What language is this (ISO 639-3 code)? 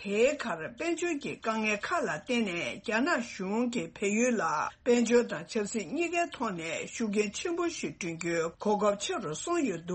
bod